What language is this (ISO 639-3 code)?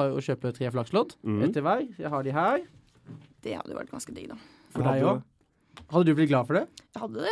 nor